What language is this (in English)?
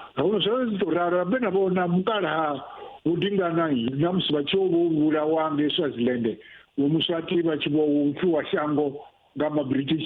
Venda